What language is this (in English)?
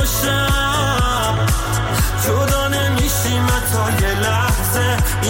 Persian